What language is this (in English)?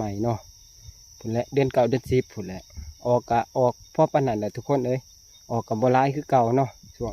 Northeastern Thai